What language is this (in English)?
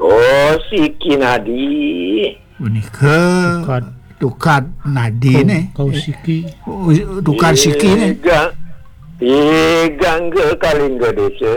Balinese